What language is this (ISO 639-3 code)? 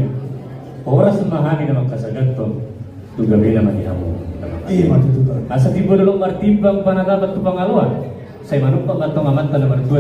bbc